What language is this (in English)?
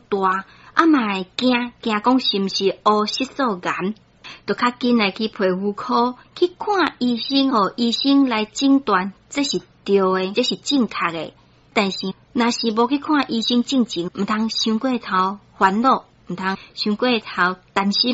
Min Nan Chinese